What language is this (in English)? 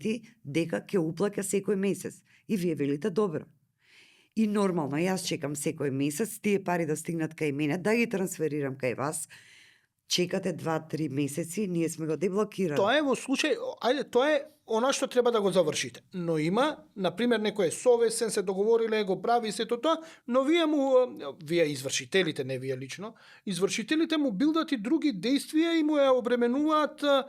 Macedonian